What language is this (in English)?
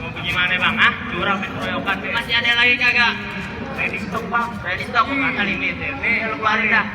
Betawi